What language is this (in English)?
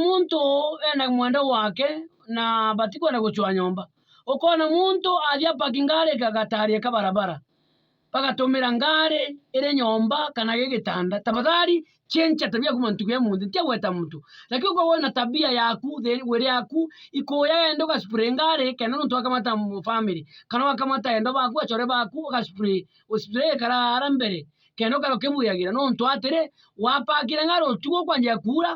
Meru